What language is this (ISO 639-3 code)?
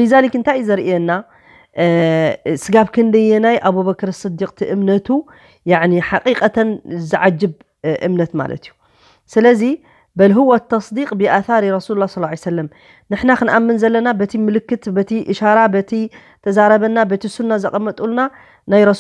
tir